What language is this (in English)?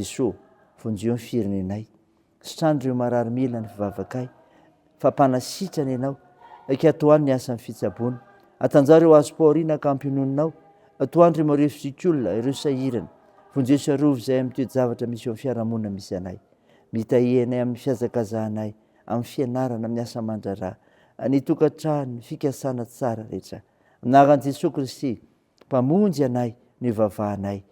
Malagasy